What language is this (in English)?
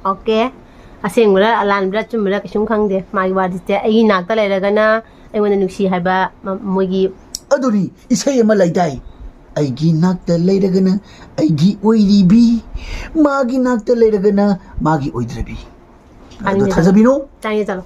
Manipuri